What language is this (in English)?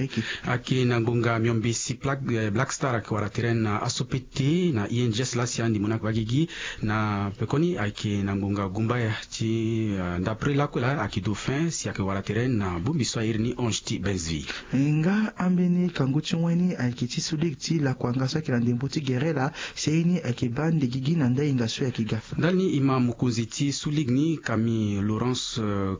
Sango